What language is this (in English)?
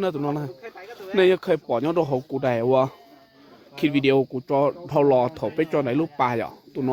Hmong